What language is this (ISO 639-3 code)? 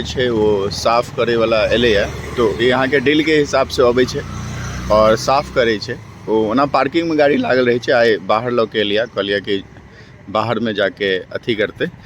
mai